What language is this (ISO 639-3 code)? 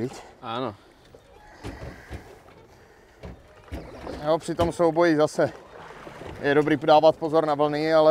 ces